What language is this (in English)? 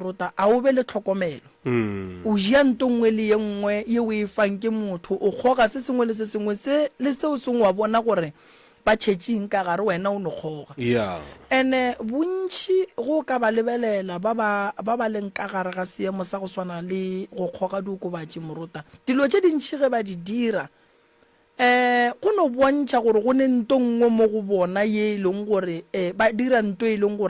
Northern Sotho